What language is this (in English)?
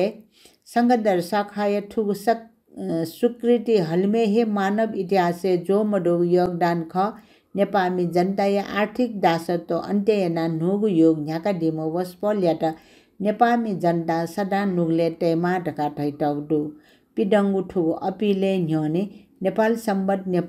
Newari